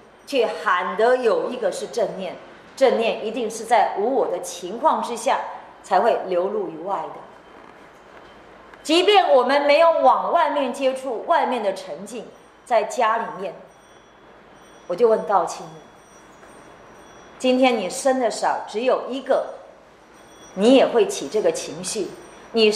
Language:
Chinese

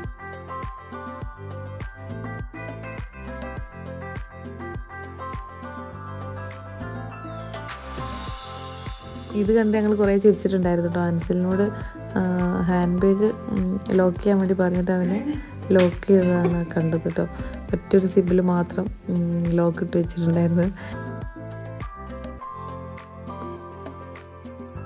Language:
Malayalam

